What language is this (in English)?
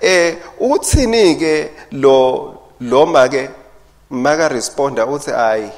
Swati